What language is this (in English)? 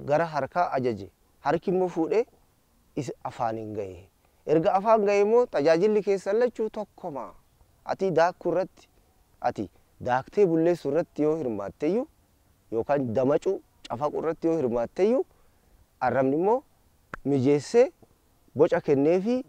Oromo